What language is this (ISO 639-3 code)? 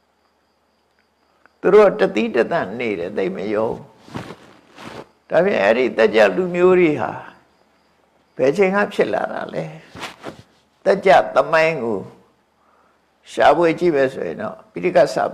mya